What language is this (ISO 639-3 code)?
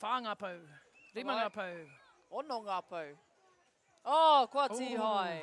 mri